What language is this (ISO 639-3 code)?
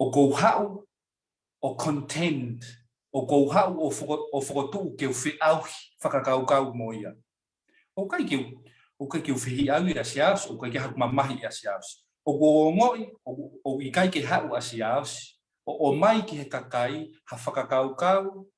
ton